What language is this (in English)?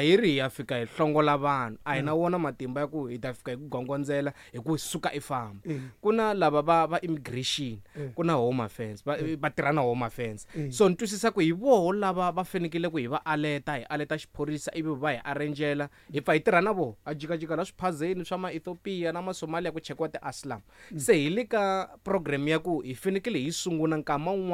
Tsonga